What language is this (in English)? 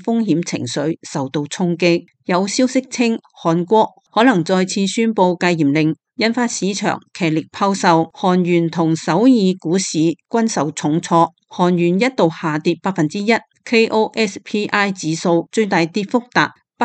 Cantonese